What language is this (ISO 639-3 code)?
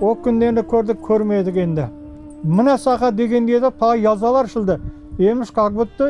crh